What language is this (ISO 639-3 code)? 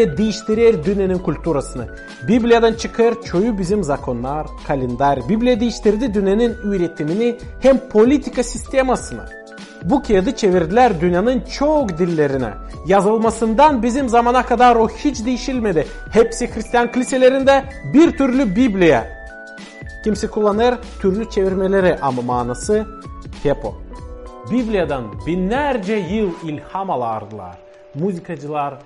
gag